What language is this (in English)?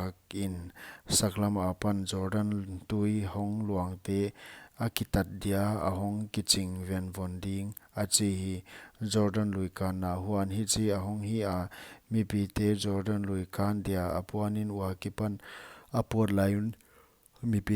Paite Chin